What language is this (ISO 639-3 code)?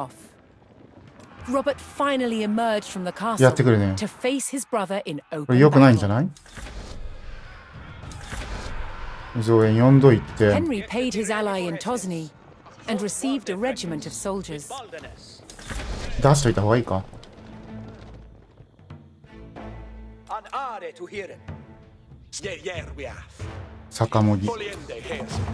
jpn